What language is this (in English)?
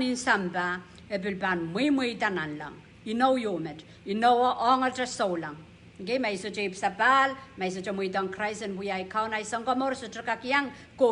Pohnpeian